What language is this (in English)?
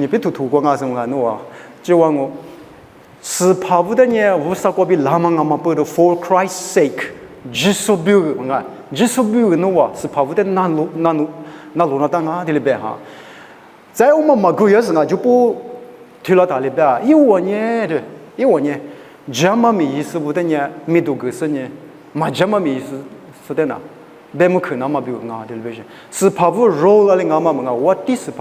Lisu